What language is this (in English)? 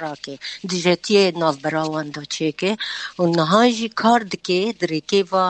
Kurdish